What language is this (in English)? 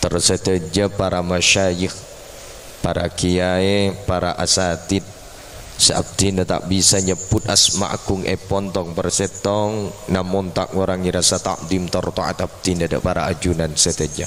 Madurese